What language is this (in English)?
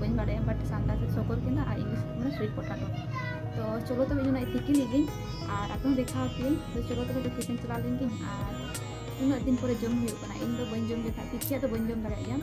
Santali